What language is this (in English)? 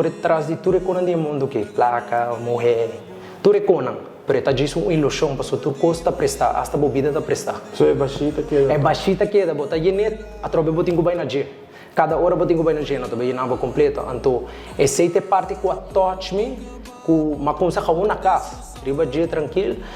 Papiamento